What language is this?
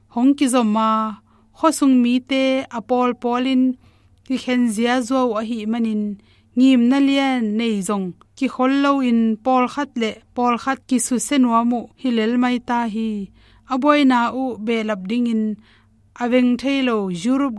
Tedim Chin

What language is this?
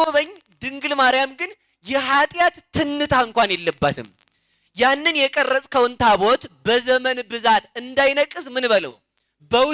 Amharic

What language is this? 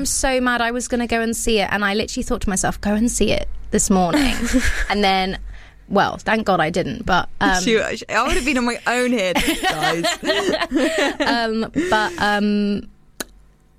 English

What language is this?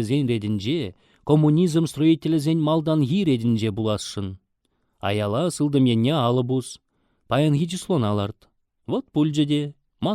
Chuvash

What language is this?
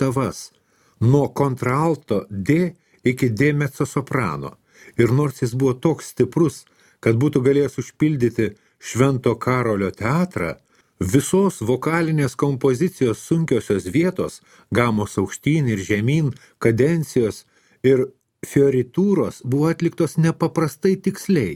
Lithuanian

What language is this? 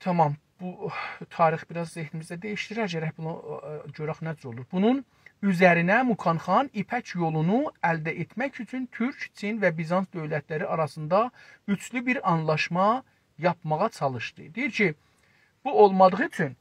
South Azerbaijani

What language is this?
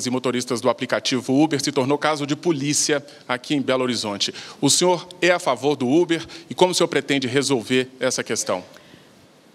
Portuguese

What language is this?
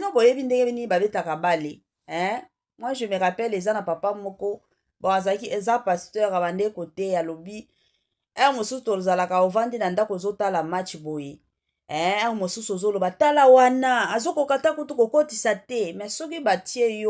Lingala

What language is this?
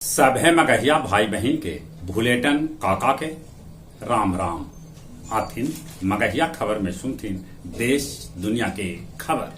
Magahi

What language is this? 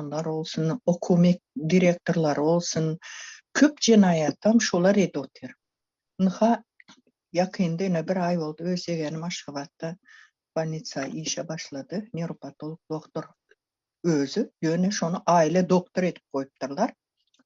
Turkmen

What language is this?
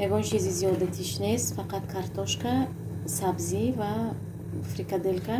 Tajik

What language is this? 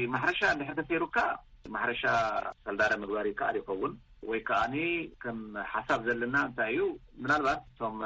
Tigrinya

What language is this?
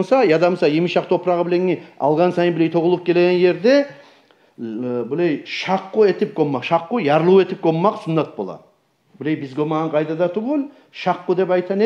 Kumyk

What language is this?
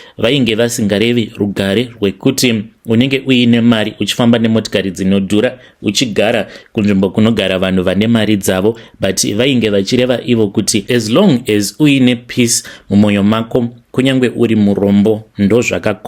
Shona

